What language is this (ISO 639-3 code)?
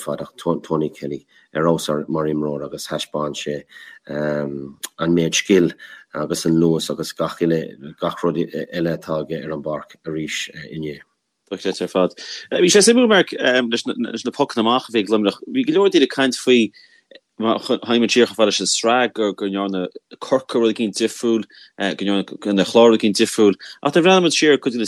gle